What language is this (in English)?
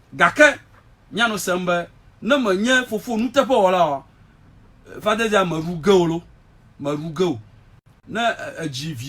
Ewe